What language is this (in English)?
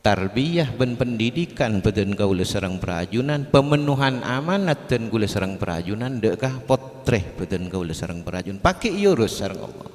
Madurese